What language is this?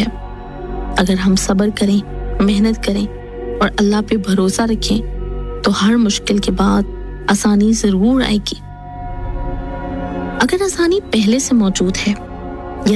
Urdu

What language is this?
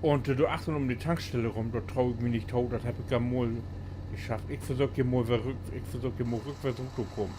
Low German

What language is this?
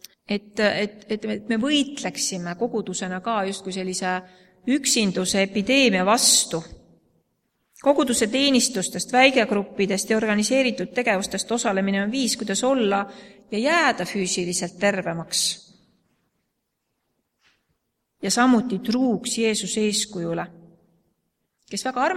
Estonian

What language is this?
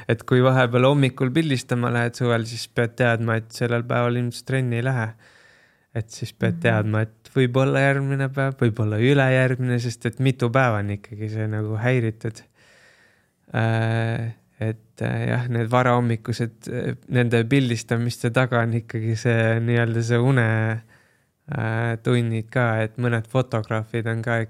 Estonian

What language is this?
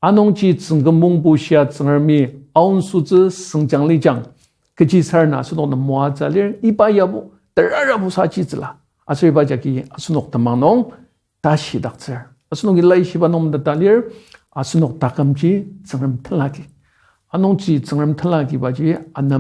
Ao Naga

